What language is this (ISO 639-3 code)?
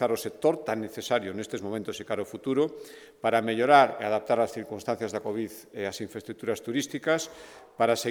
glg